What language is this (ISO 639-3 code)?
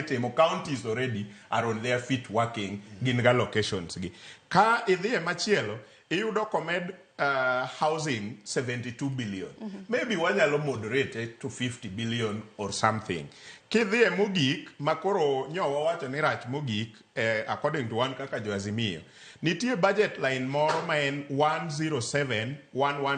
luo